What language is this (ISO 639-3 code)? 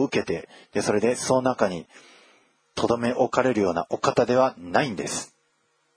jpn